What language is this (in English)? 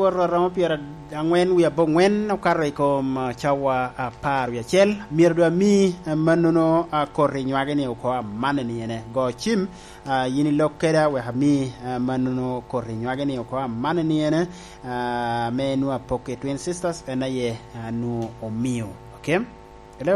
Lango (Uganda)